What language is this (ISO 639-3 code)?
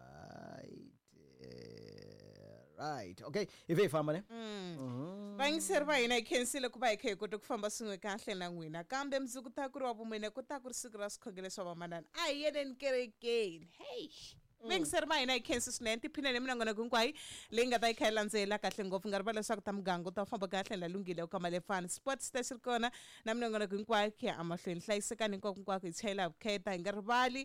tso